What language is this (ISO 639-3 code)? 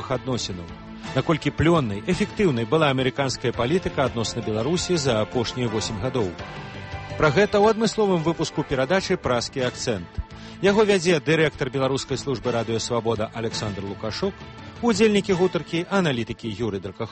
bel